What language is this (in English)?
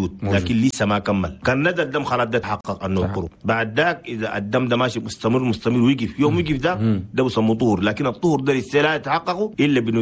Chadian Arabic